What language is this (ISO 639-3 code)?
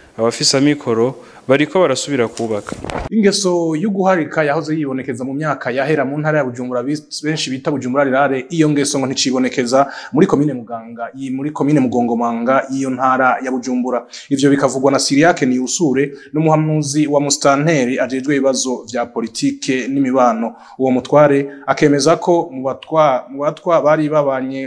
run